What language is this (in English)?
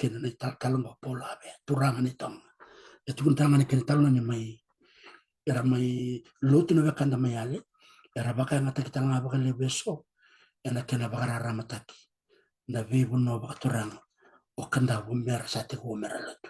Fijian